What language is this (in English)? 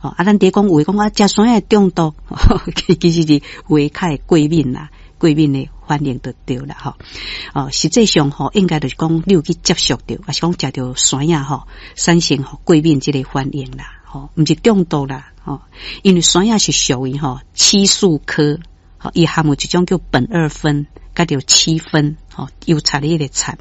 Min Nan Chinese